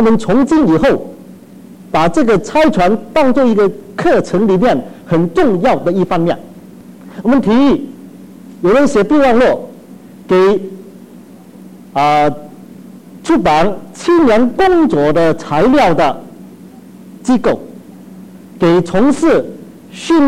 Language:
Chinese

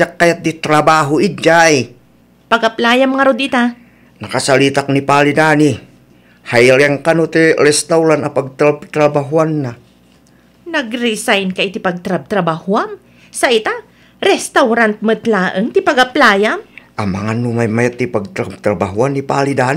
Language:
Iloko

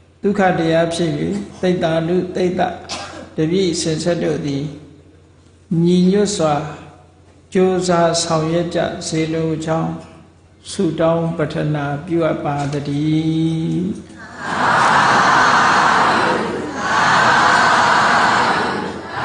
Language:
Burmese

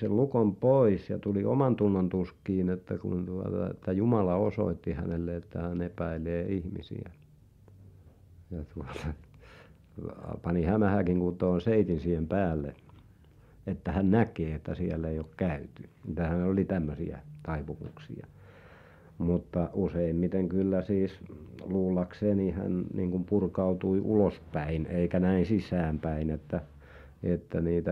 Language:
Finnish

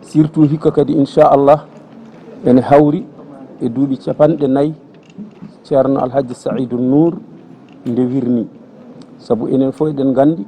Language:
Fula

